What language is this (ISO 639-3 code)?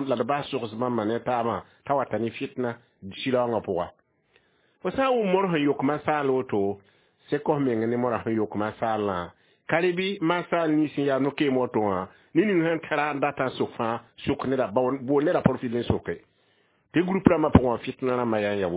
mos